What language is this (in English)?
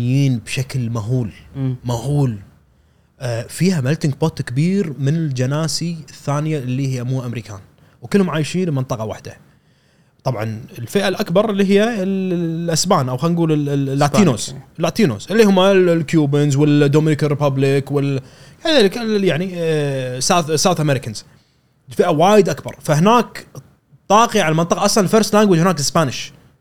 Gulf Arabic